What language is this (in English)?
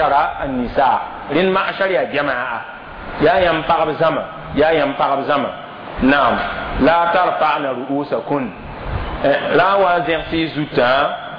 Mossi